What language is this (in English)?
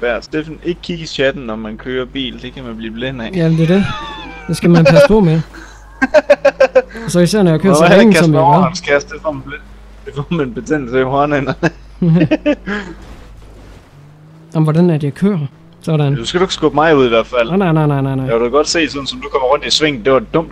Danish